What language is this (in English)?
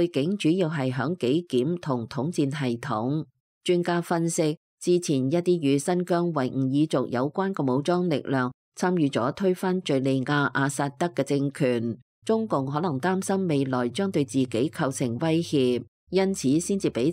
Cantonese